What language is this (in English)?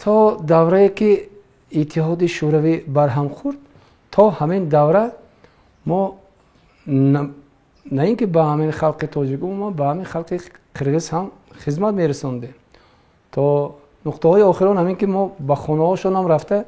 Tajik